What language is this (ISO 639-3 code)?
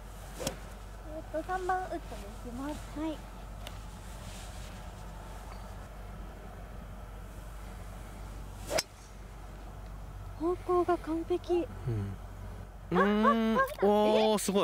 jpn